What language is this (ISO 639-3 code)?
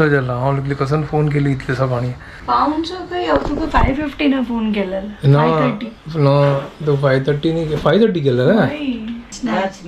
kok